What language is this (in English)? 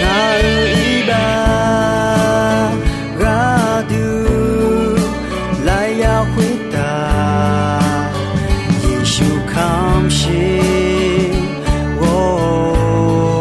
Akha